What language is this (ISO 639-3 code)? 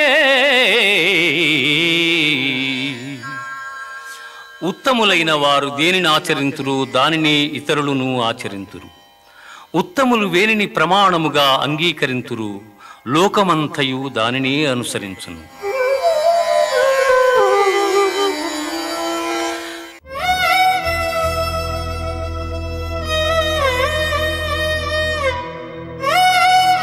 tel